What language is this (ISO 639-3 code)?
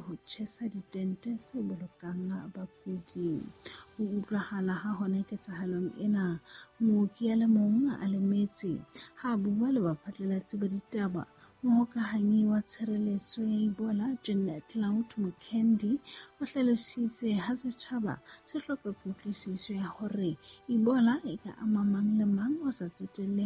sot